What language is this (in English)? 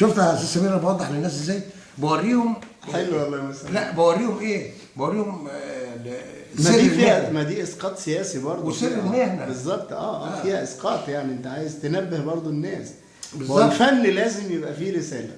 Egyptian Arabic